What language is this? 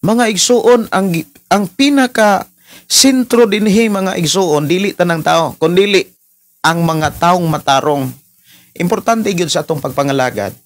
Cebuano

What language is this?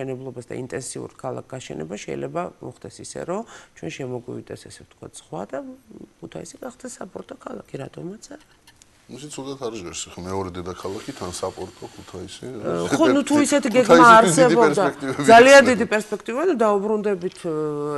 Georgian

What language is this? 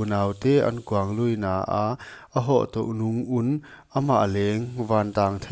Paite Chin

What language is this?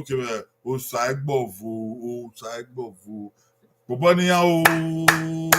Bini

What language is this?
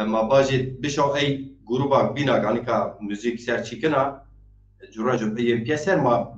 Zaza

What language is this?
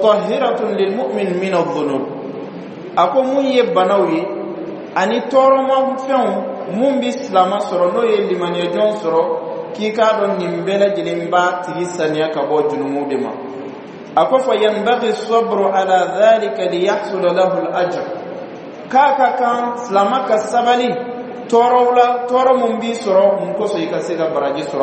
Bambara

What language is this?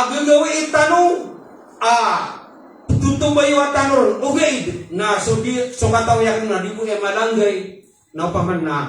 Maranao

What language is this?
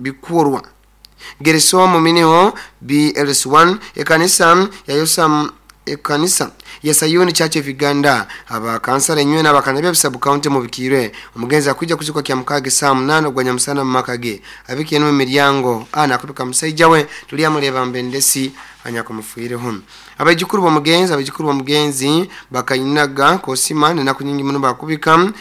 Nyoro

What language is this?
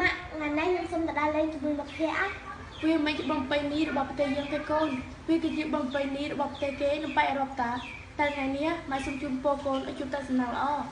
Khmer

